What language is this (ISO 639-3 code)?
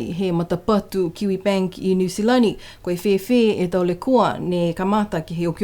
niu